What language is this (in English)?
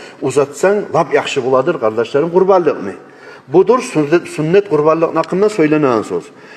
Kumyk